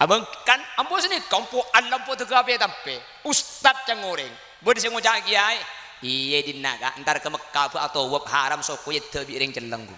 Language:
Madurese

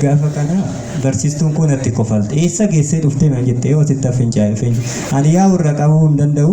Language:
Oromo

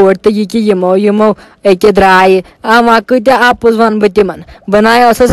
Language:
Kashmiri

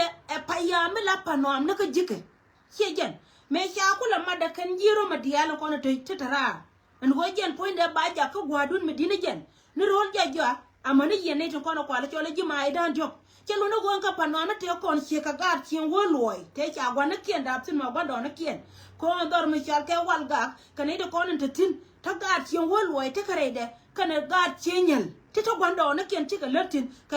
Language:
Nuer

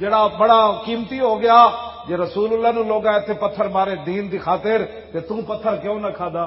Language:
Western Panjabi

